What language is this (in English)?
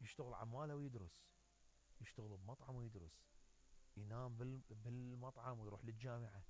Mesopotamian Arabic